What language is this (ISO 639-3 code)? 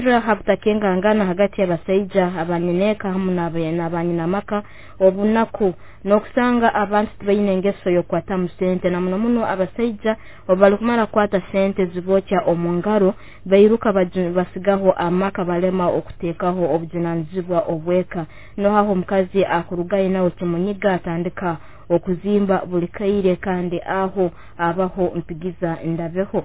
nyo